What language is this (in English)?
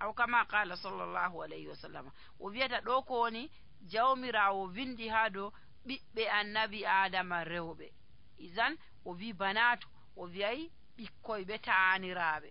Fula